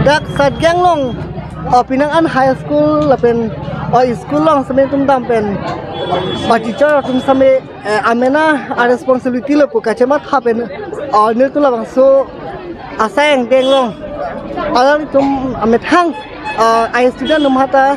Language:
Karbi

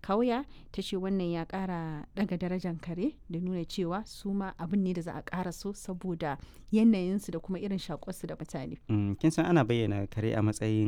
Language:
Hausa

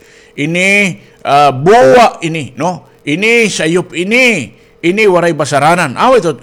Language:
Waray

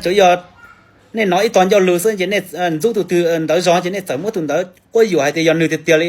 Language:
Hmong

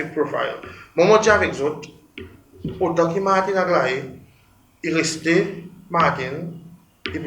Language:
Seselwa Creole French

